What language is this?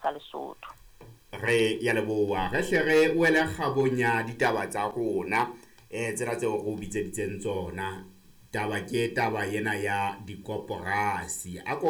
Southern Sotho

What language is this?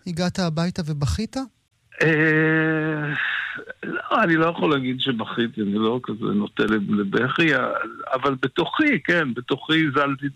Hebrew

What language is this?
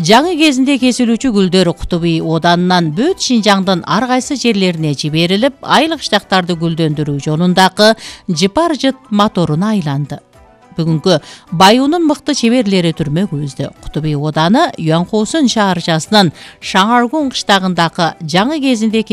Kyrgyz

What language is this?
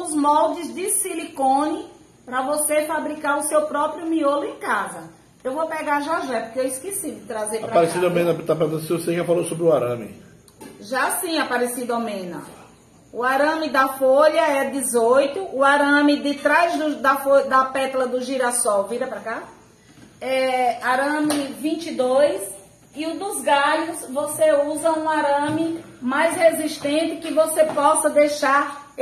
Portuguese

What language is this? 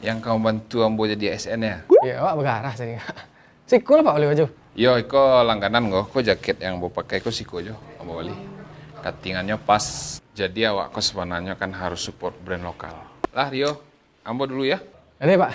Minangkabau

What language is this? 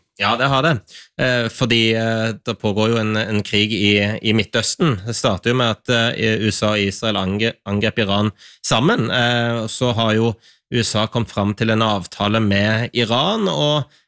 Norwegian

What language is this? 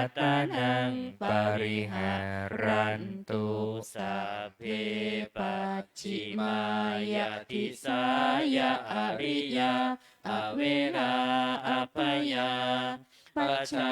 Pali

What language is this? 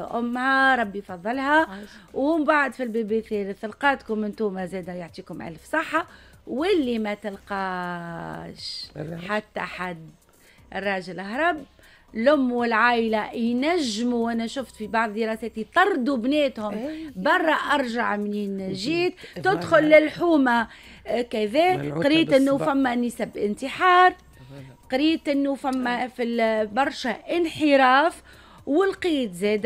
Tunisian Arabic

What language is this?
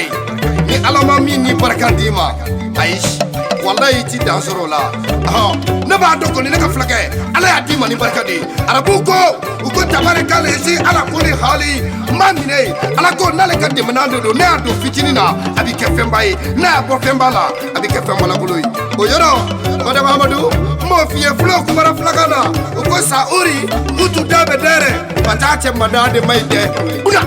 Bambara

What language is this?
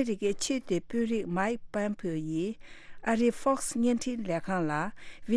Tibetan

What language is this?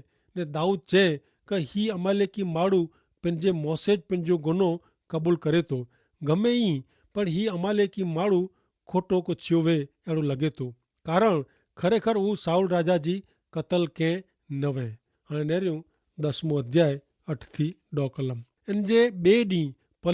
Kachhi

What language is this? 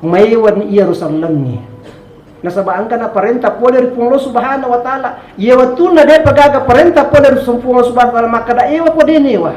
Buginese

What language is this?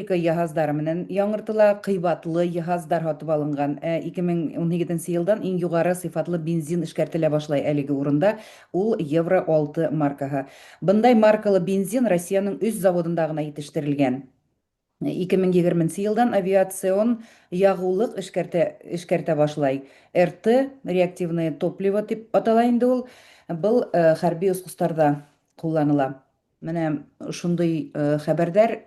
Bashkir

